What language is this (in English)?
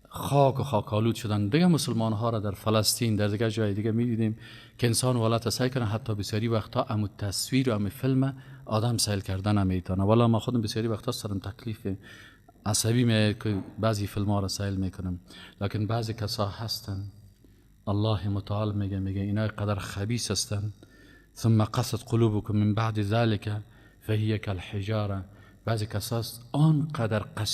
Persian